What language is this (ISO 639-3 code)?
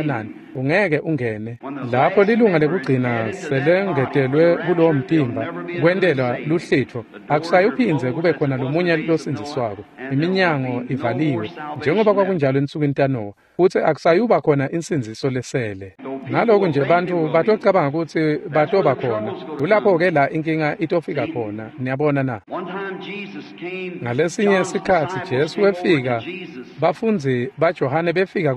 ssw